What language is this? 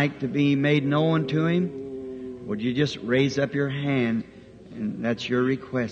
Makhuwa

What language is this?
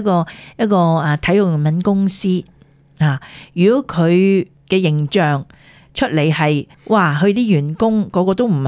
Cantonese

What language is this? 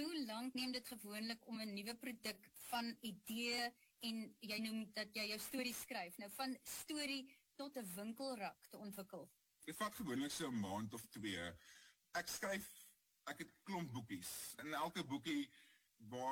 Afrikaans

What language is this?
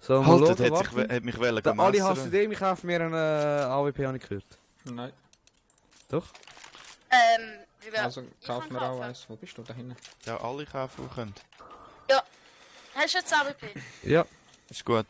Swiss German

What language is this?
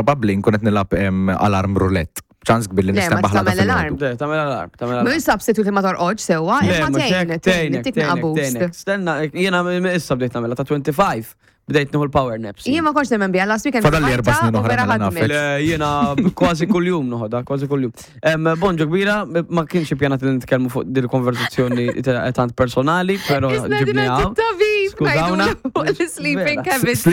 Maltese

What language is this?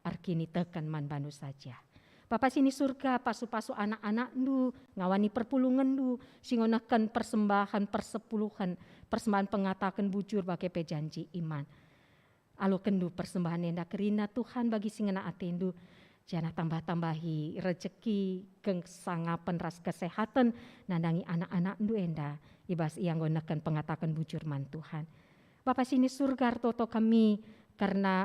Batak Karo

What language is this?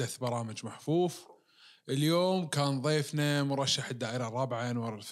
Najdi Arabic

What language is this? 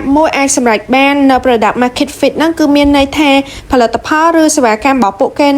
Khmer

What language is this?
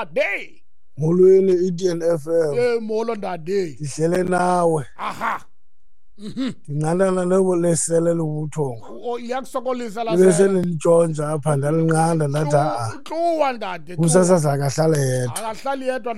Xhosa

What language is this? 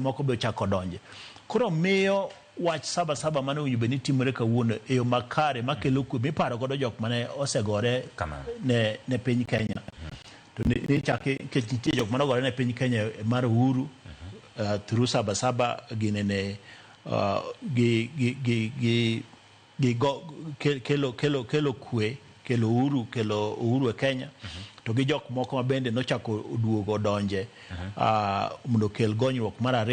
Luo (Kenya and Tanzania)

